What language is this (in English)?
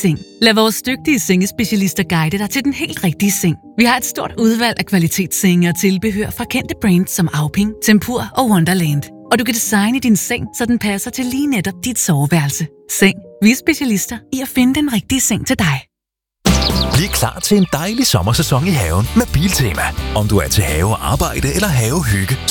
Danish